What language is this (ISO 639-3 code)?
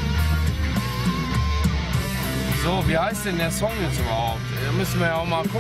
deu